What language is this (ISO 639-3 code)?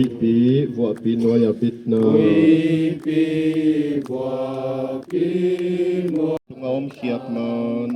ctd